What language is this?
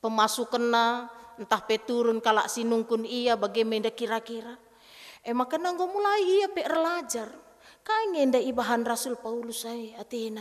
Batak Karo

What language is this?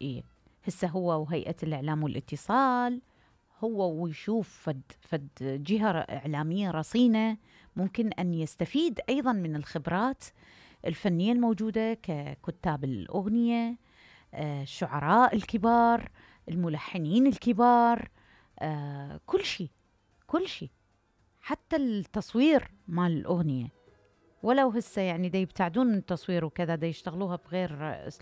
Mesopotamian Arabic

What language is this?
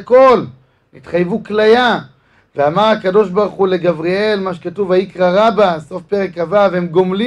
Hebrew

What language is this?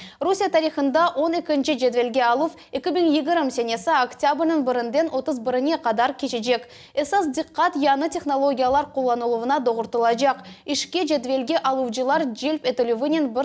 Crimean Tatar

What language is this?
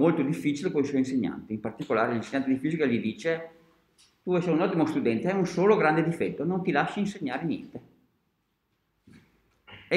Italian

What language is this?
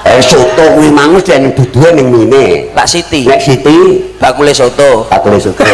Javanese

